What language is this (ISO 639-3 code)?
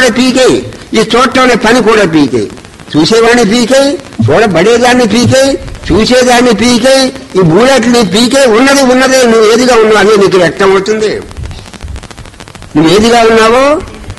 tel